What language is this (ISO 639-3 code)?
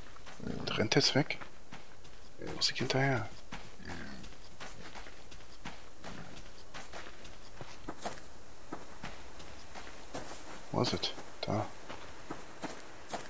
deu